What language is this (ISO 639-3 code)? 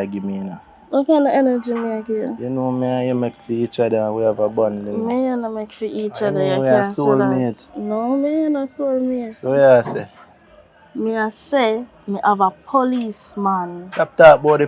jam